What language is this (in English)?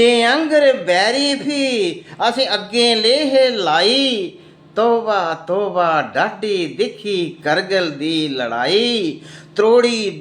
Dogri